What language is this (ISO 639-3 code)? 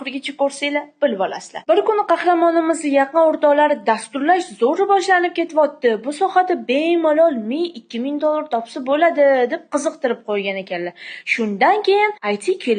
uzb